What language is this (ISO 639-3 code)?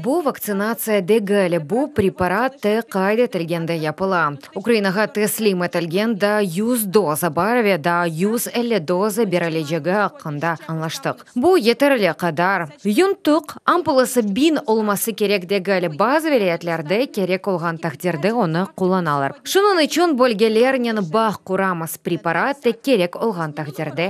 crh